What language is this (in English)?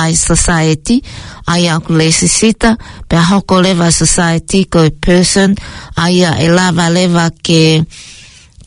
Tongan